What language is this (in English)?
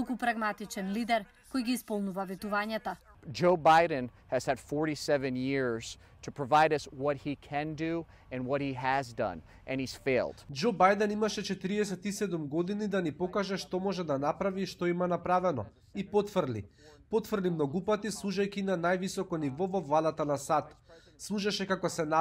Macedonian